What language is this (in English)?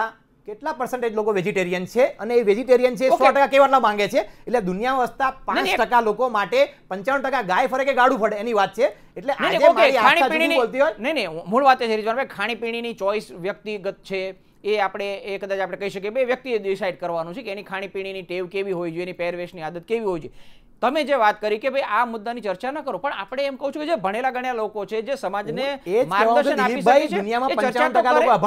Gujarati